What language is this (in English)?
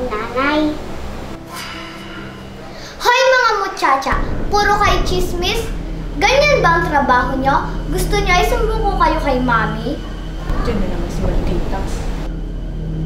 Filipino